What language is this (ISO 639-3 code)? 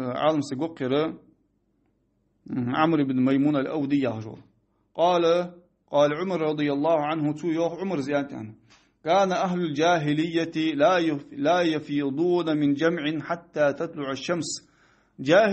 inh